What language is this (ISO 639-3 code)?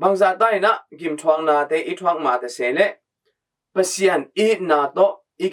ctd